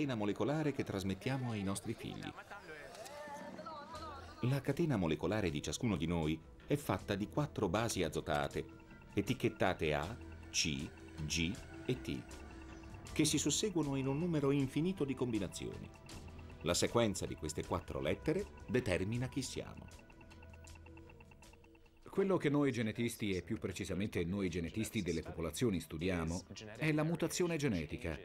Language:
Italian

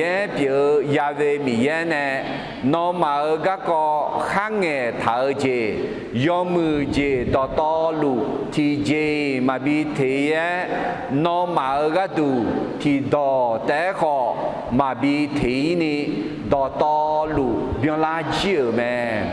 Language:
Akha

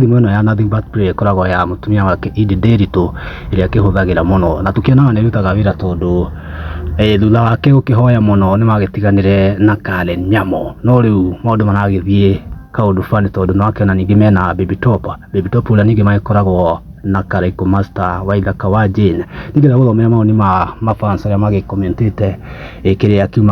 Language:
Kikuyu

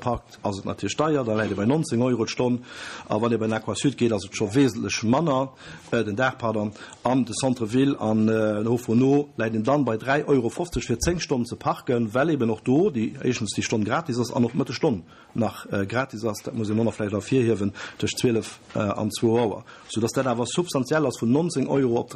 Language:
Luxembourgish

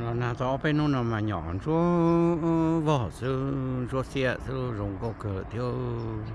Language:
Hmong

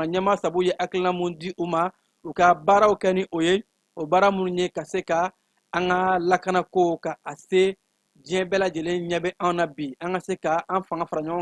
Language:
Bambara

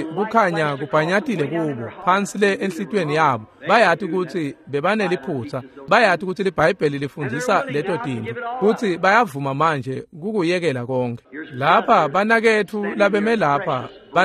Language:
Swati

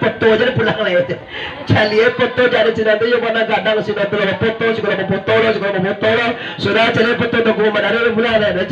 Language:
Minangkabau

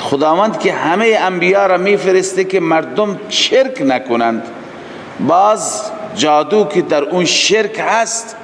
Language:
Persian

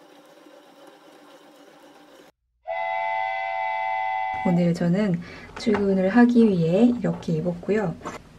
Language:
Korean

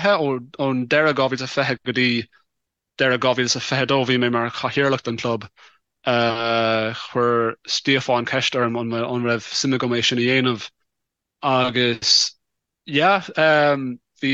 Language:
Irish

